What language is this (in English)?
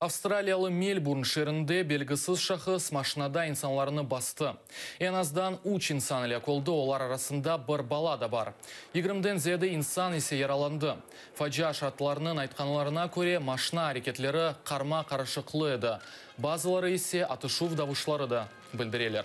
Crimean Tatar